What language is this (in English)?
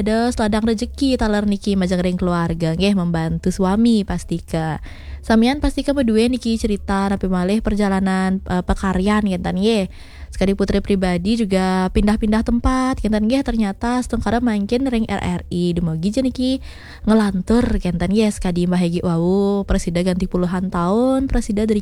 Balinese